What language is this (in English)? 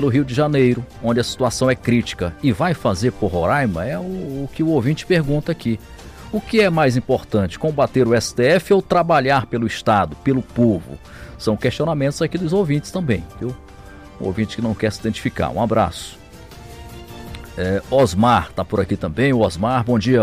Portuguese